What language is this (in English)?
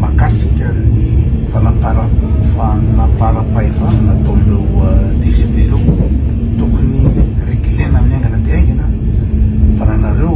Malagasy